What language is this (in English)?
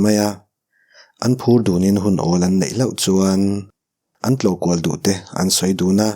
Mizo